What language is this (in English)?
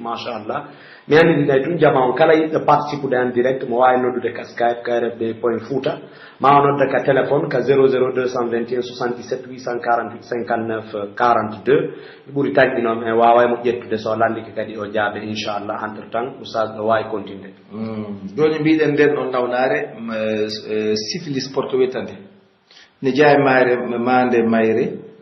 Pular